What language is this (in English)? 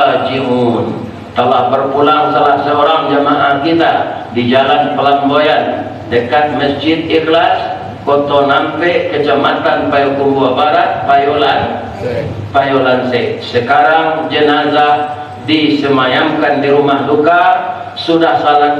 Minangkabau